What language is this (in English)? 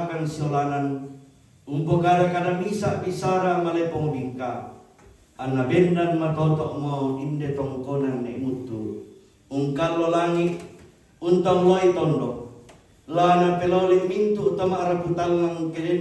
Toraja-Sa'dan